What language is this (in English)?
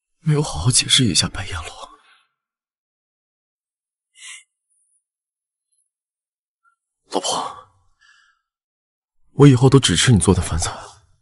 Chinese